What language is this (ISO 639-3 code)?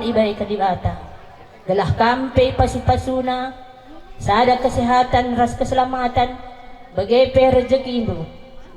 btx